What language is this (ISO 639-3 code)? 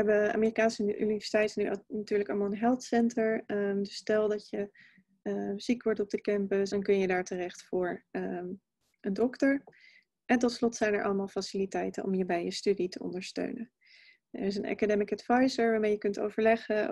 nld